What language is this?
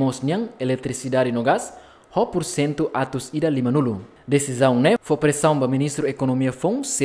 Tetum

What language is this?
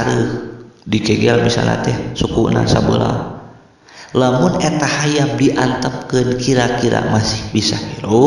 Sundanese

